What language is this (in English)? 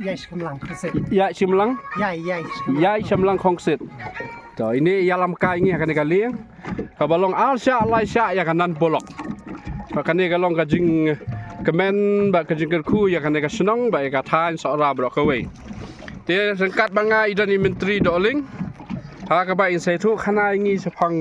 Khasi